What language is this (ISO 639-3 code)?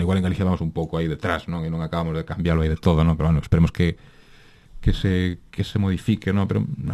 glg